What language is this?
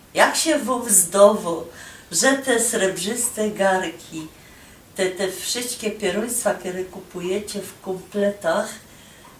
Silesian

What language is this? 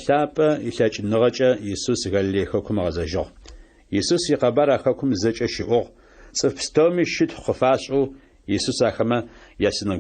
Adyghe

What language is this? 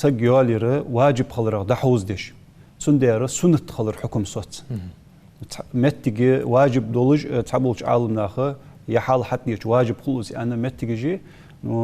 Ingush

